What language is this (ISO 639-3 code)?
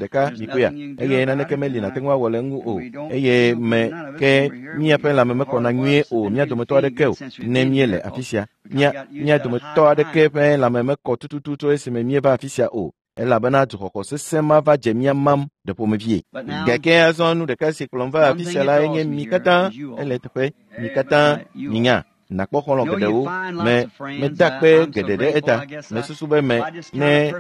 ewe